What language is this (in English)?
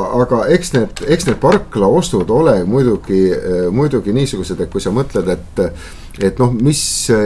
Estonian